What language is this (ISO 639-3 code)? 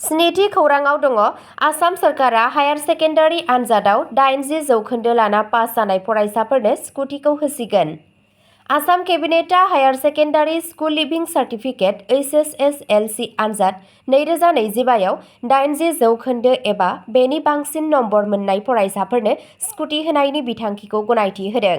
brx